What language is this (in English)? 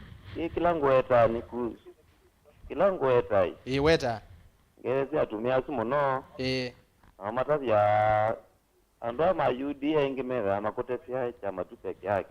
Kamba